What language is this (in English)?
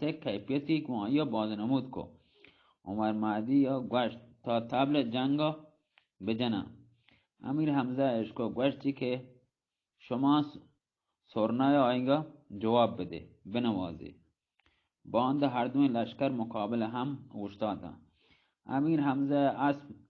Baluchi